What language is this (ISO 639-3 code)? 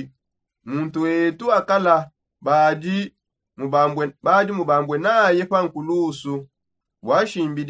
sop